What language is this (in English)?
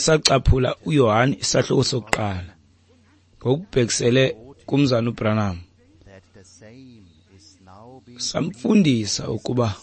Xhosa